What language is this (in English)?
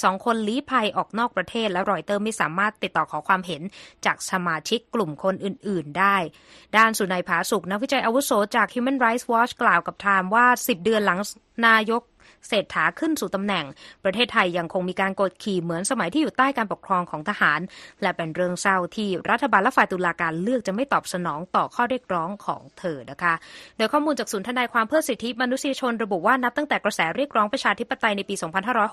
Thai